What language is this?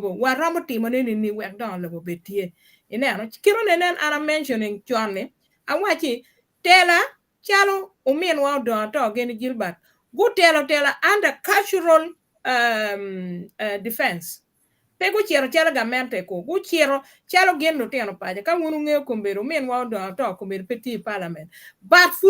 Acoli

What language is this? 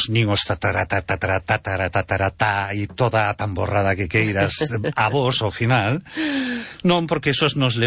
Galician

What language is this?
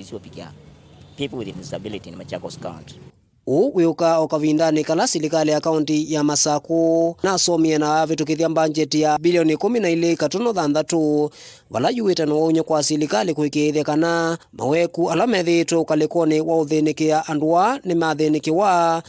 Kamba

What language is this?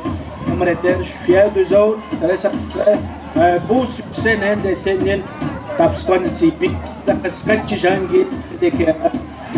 Atikamekw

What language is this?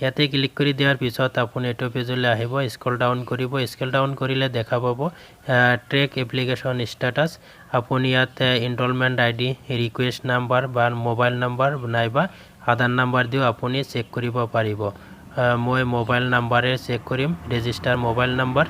Assamese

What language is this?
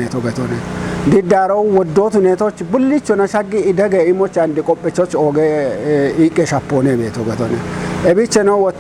Kafa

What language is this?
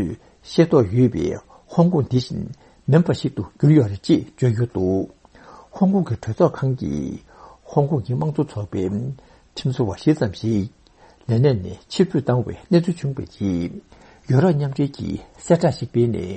Tibetan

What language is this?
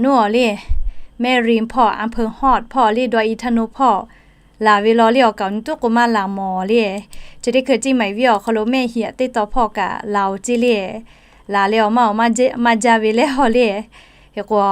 Lahu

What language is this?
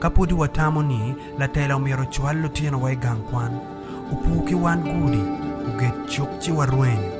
Acoli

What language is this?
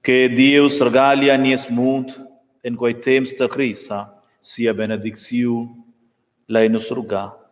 Romansh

